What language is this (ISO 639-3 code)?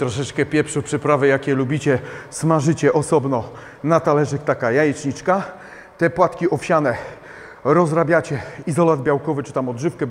pol